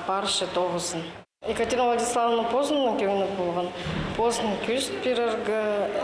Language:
Khakas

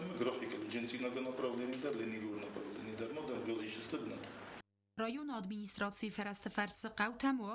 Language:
Ossetic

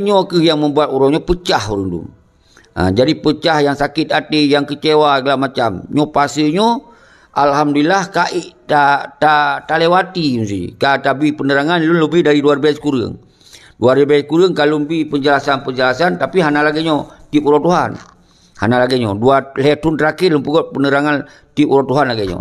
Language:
Achinese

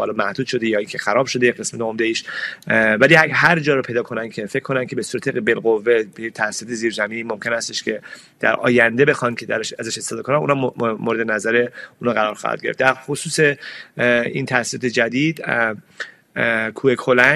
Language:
Persian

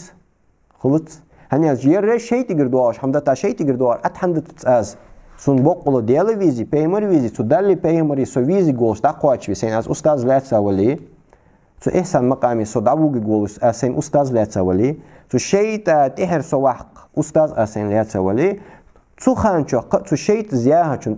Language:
Ingush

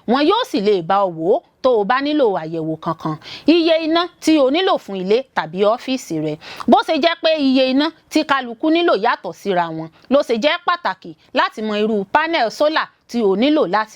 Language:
Yoruba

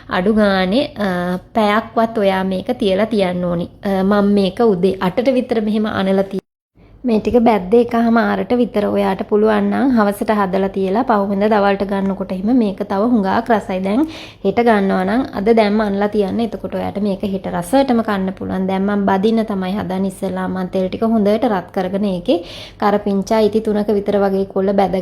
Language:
Sinhala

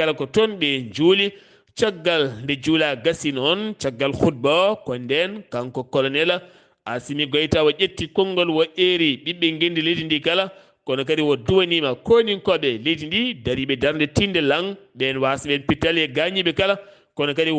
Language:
Fula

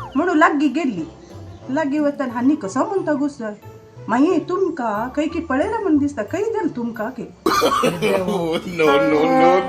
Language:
Konkani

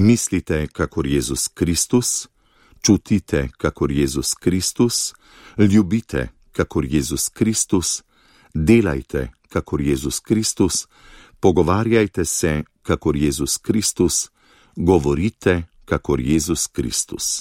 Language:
Slovenian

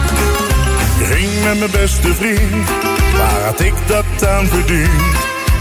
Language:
Dutch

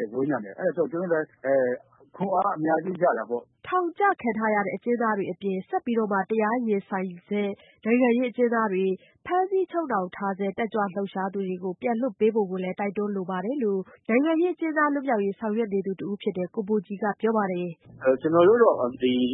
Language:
Burmese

